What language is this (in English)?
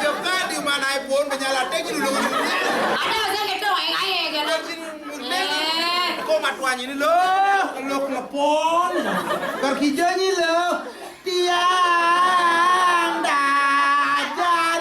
Balinese